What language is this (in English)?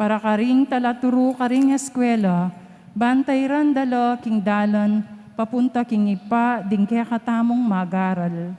Pampanga